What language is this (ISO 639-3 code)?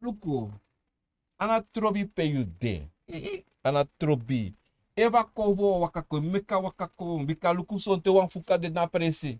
srn